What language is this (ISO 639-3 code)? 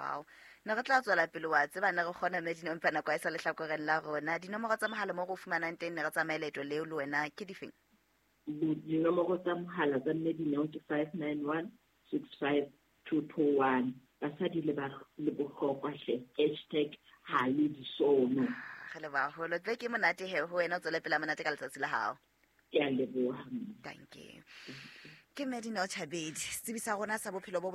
sot